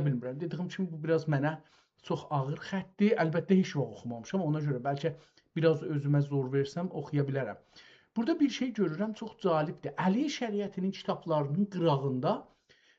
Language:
South Azerbaijani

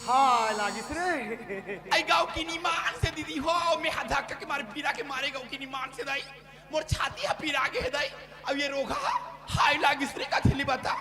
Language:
Chhattisgarhi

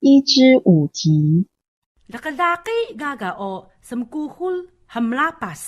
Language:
Taroko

